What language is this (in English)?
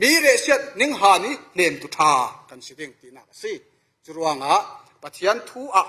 Falam Chin